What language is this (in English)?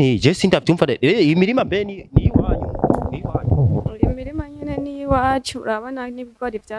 Rundi